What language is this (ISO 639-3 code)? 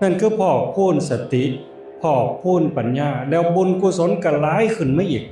tts